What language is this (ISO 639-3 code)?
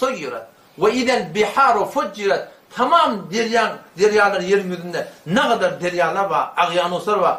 tuk